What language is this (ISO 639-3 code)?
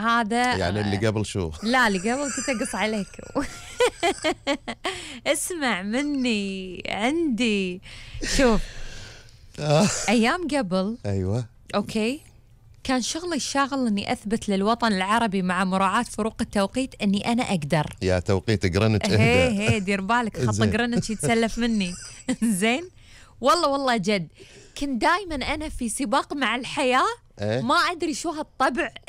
afb